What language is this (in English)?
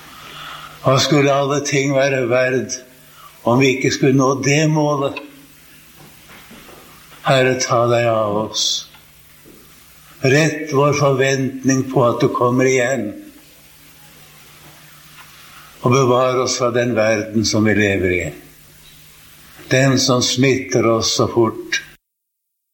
Norwegian